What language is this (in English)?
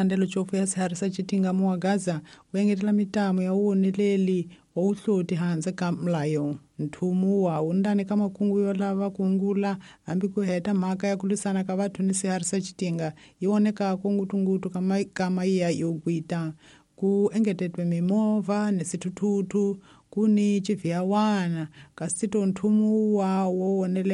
Tsonga